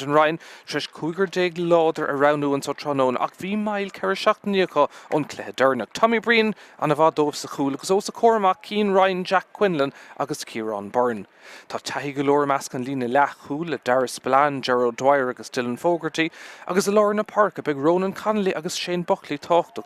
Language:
Irish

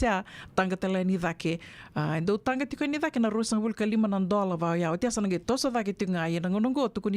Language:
Fijian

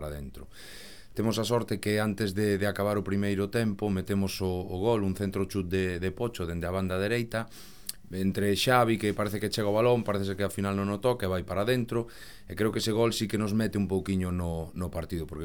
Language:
Galician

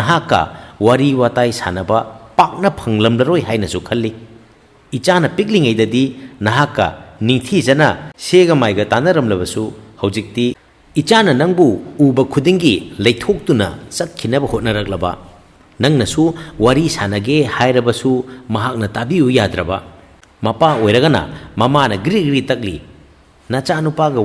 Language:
Manipuri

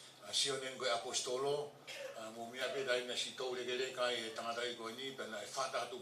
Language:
Tongan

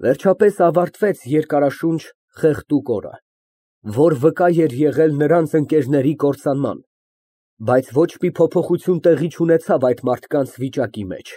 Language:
Armenian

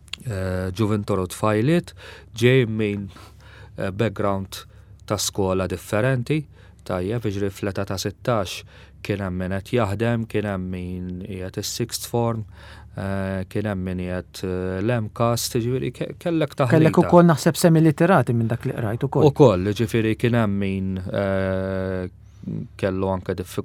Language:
Maltese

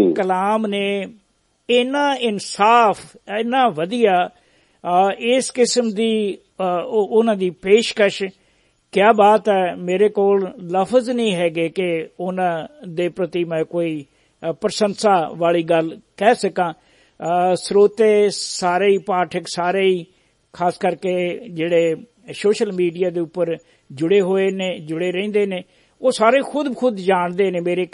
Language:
Punjabi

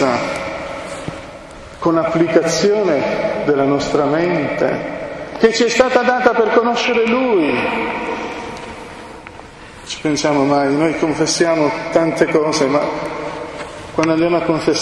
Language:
Italian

